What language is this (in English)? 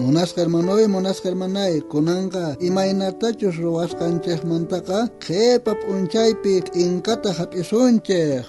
South Bolivian Quechua